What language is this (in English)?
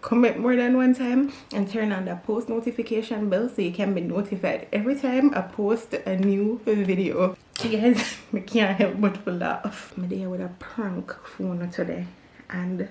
Jamaican Creole English